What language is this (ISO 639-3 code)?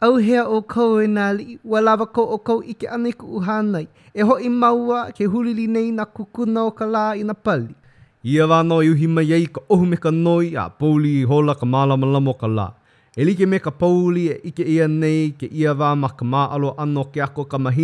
haw